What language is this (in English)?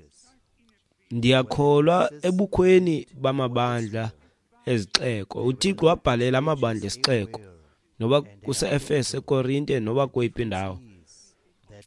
Xhosa